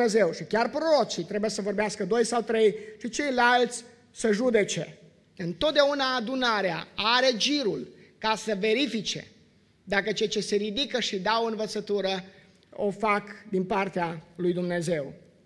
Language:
Romanian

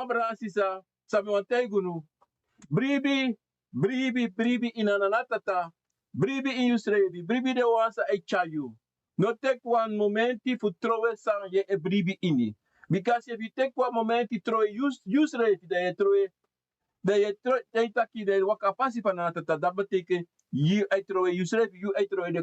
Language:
Sranan Tongo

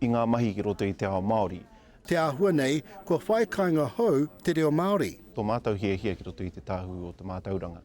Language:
Māori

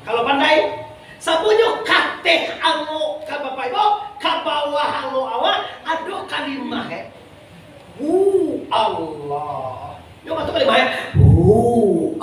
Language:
Minangkabau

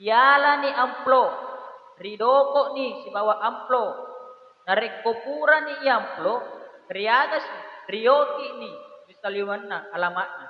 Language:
Buginese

